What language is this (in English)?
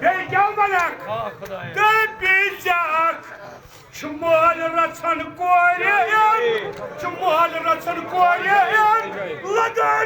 Kashmiri